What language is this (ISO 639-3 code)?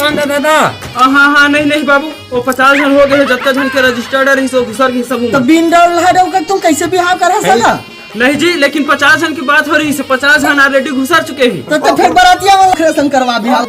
hne